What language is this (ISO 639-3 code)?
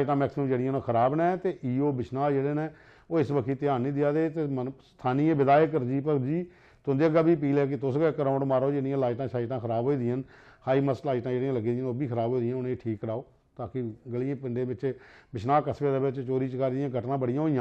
doi